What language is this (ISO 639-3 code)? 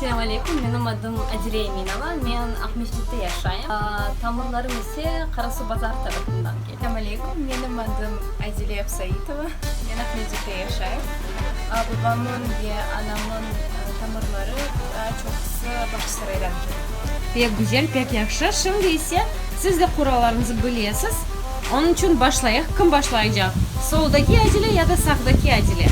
crh